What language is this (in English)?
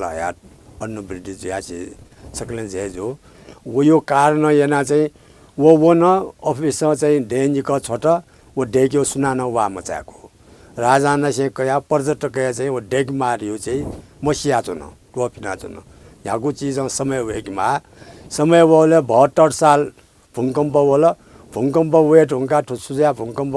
Newari